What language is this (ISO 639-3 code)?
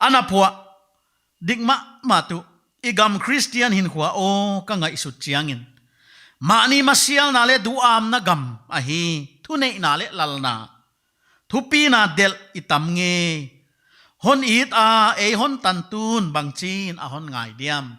pck